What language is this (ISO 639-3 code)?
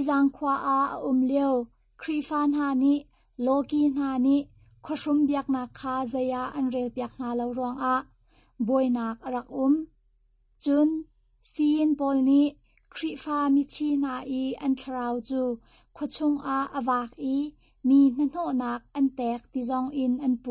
cnh